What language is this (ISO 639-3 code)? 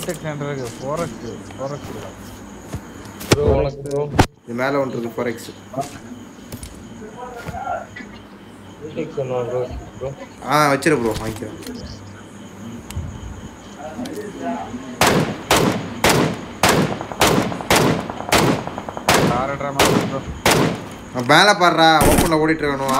tam